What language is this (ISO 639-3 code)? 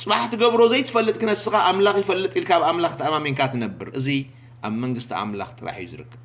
tir